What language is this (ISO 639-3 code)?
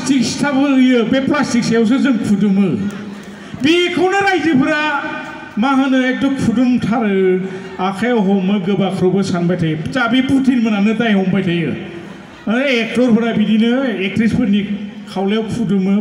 brx